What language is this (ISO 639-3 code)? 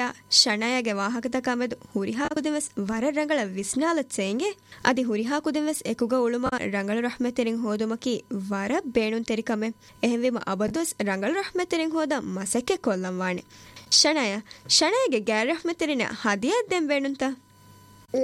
div